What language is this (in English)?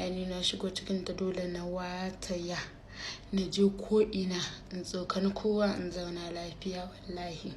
Hausa